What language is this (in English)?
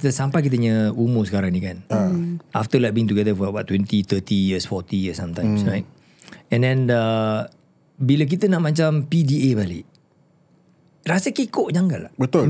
Malay